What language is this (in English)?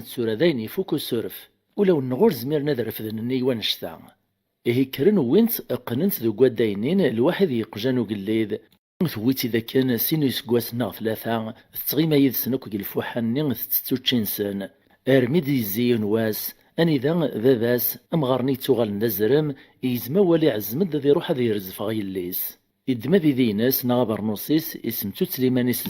Kabyle